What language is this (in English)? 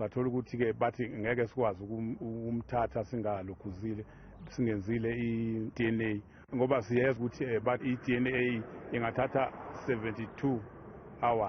Zulu